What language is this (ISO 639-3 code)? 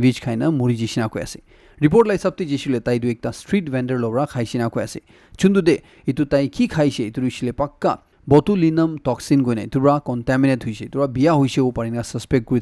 nag